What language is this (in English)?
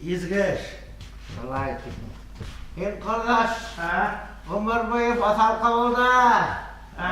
Bashkir